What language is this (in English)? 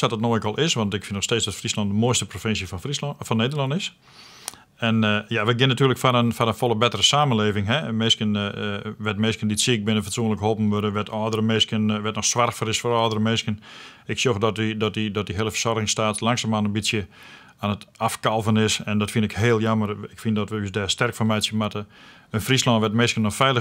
Western Frisian